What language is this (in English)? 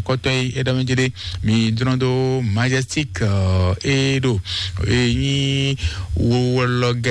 Fon